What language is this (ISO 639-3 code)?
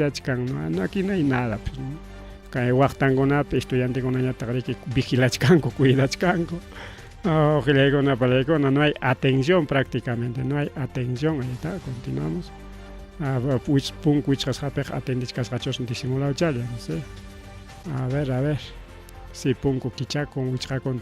quy